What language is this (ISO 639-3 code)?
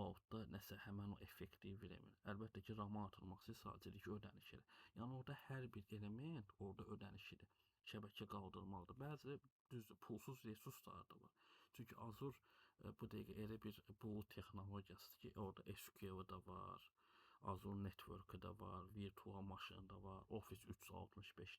aze